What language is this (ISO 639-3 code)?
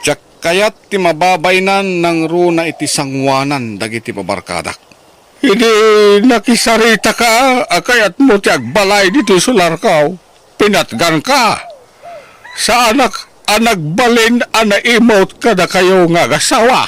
ilo